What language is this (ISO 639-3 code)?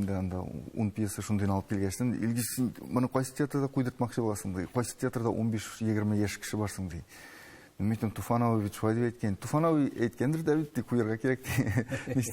tat